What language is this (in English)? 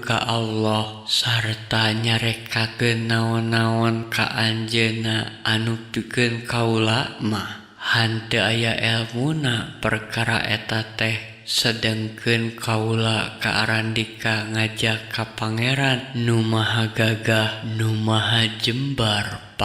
Sundanese